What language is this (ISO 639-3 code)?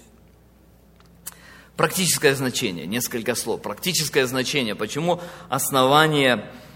rus